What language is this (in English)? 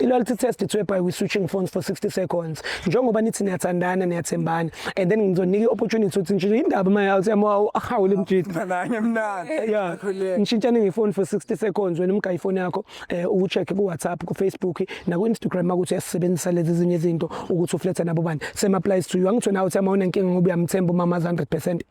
Zulu